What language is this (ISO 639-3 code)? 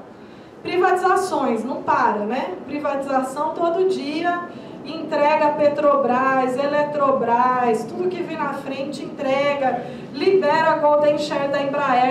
por